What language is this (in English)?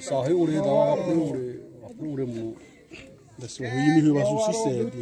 Xavánte